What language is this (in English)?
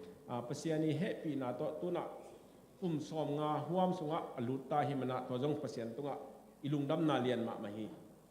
Tedim Chin